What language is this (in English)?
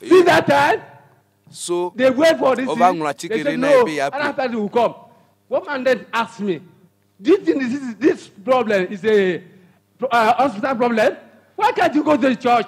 Ewe